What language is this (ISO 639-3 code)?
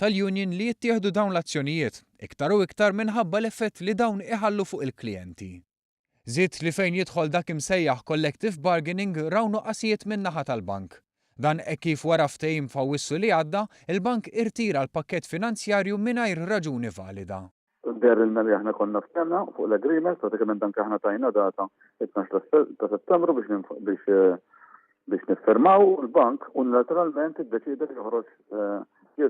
mlt